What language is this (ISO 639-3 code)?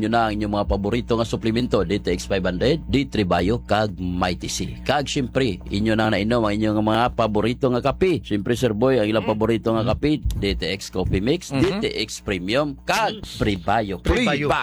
hil